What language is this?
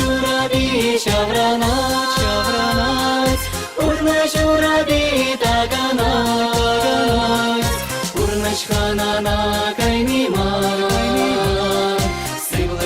Chuvash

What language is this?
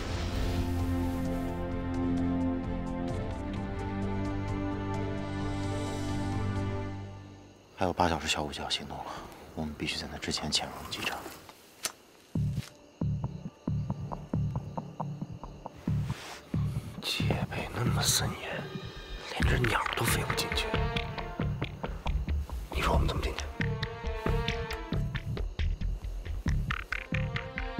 Chinese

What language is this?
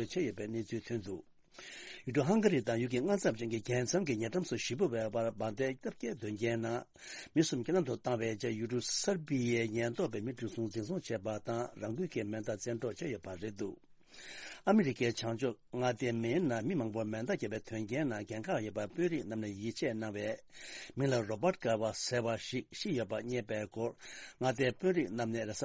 Tibetan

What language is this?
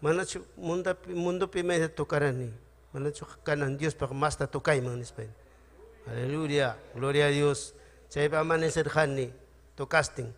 Ayacucho Quechua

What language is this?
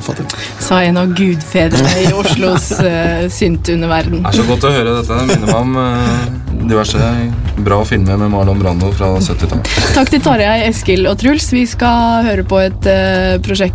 Norwegian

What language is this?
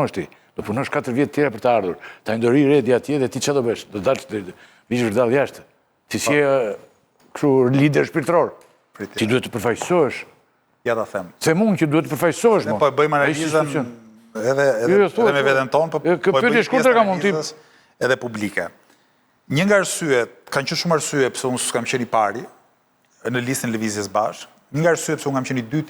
Albanian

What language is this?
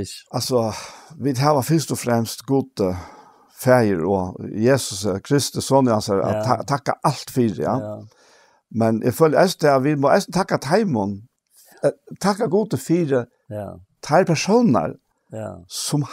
Faroese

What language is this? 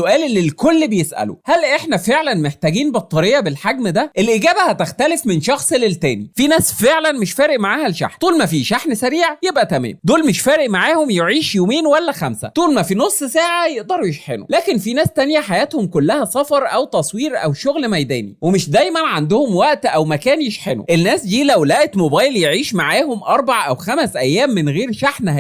Egyptian Arabic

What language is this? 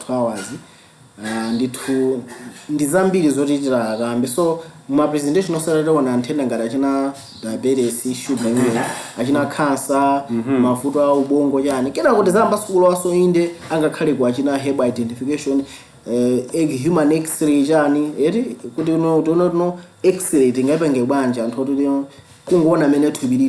Nyanja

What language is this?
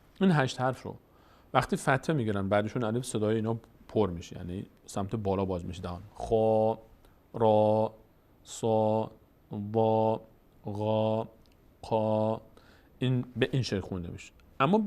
Persian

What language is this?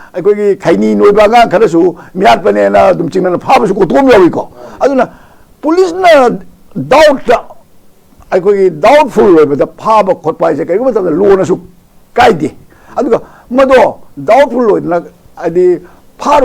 Manipuri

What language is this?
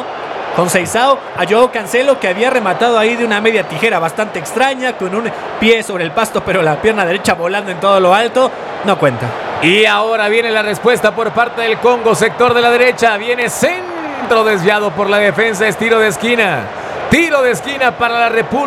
Spanish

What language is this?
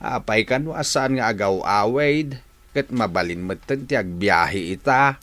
Iloko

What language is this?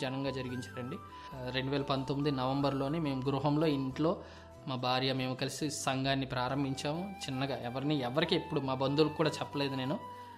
Telugu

